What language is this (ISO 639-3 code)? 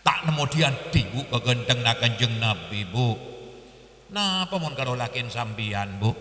mad